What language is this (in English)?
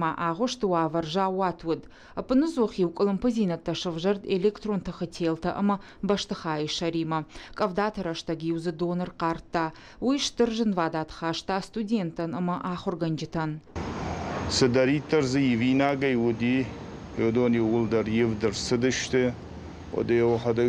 Ossetic